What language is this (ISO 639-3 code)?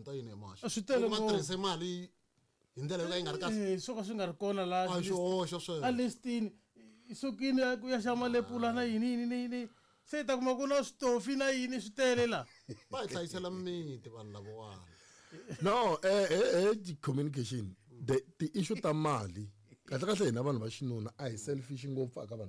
tso